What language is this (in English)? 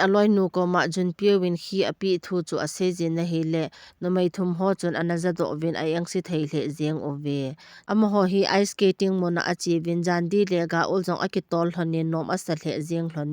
Thado Chin